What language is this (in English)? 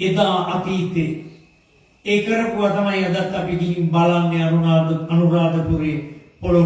Sinhala